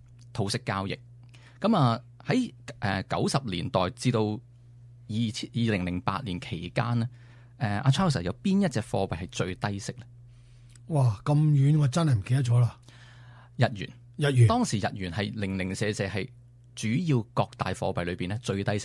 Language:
Cantonese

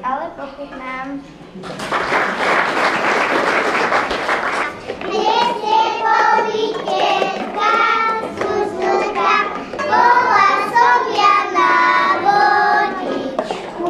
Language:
Slovak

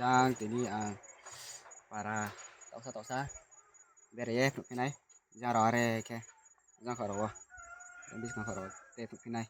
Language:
Riang (India)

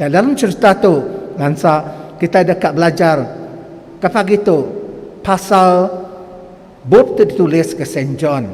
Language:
Iban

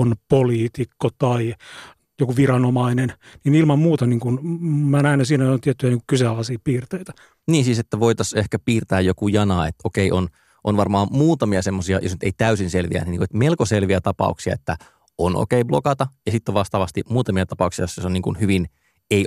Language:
Finnish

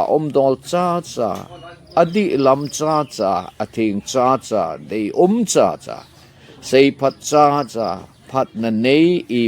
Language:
Thado Chin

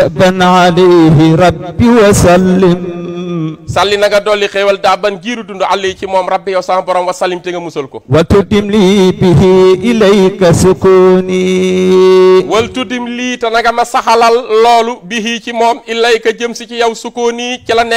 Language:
Wolof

